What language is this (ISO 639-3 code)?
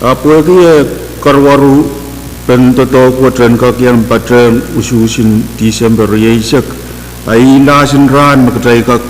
pon